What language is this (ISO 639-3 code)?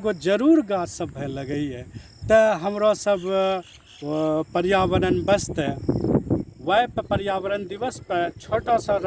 anp